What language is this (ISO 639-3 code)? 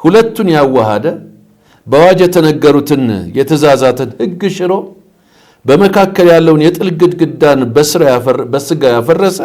amh